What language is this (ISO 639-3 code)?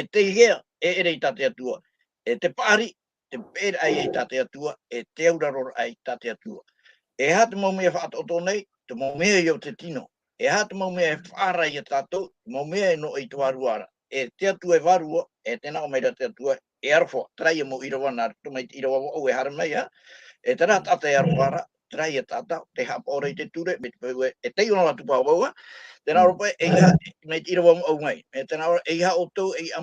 tah